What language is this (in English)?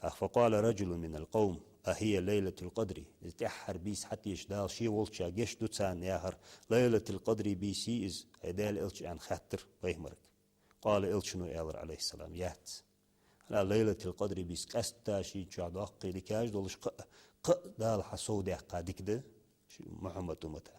Ingush